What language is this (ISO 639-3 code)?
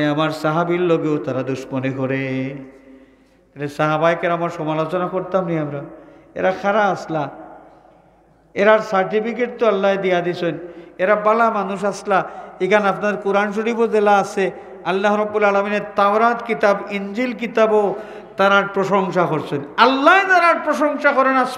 syl